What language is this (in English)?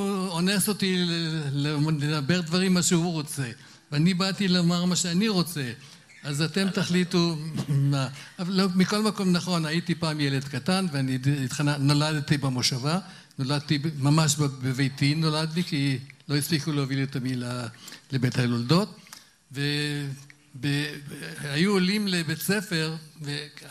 Hebrew